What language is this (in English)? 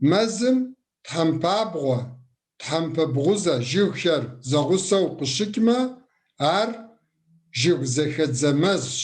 Kabardian